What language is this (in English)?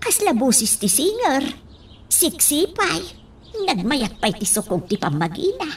Iloko